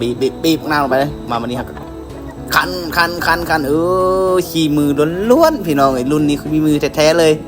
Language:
Lao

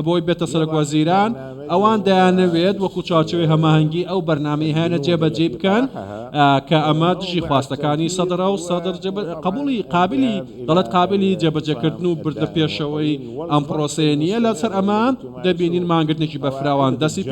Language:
Central Kurdish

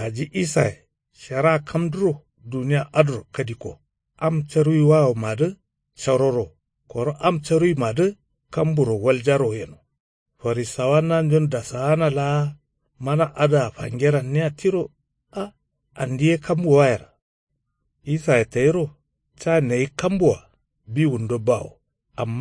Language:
Kanuri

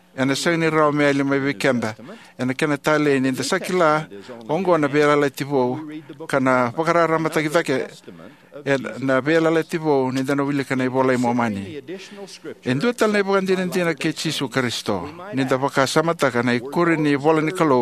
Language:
Fijian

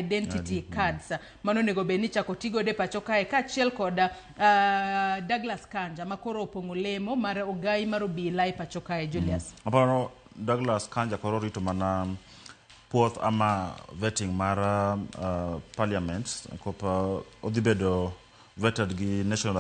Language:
Luo (Kenya and Tanzania)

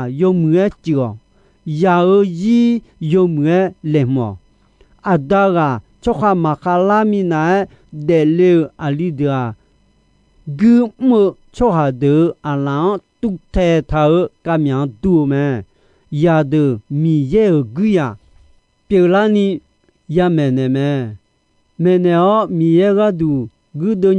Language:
Akha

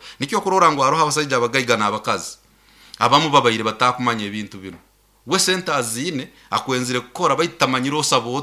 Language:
Nyoro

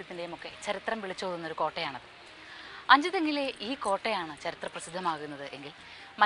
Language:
Malayalam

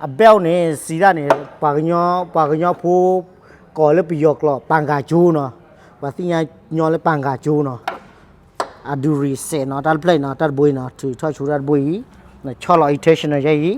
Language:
S'gaw Karen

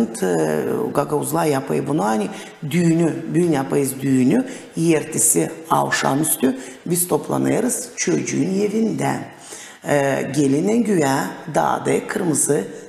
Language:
Gagauz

